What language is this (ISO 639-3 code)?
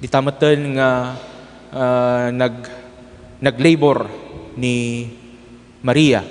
ilo